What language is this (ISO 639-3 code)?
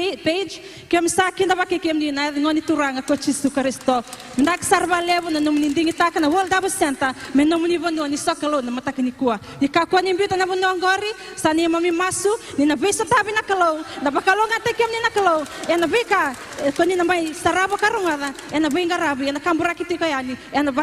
fij